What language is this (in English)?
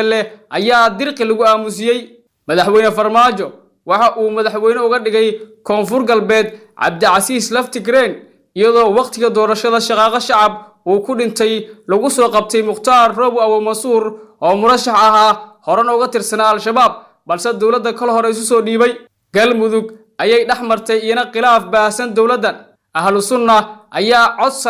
Somali